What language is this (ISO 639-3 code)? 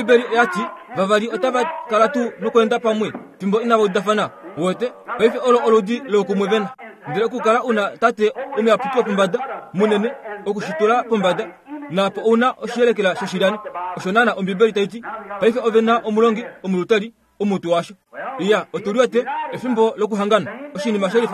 kua